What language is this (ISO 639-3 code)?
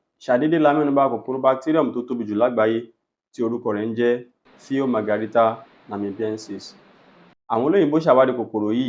yor